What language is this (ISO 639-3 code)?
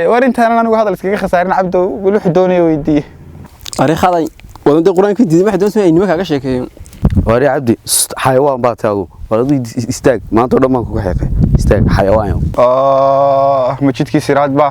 som